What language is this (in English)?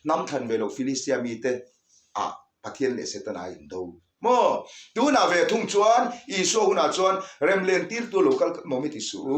Mizo